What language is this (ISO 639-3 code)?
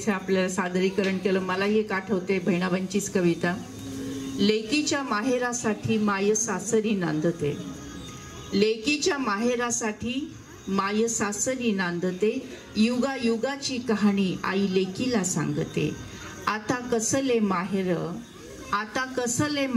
mar